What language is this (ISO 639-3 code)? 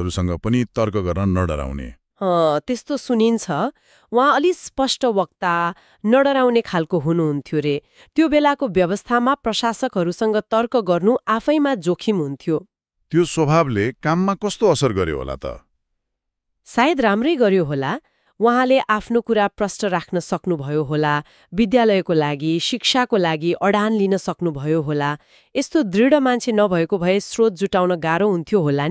nep